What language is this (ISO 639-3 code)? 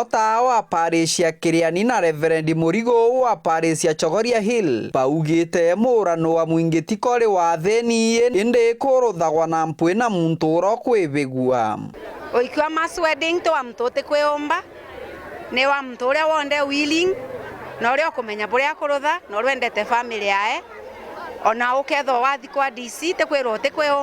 mer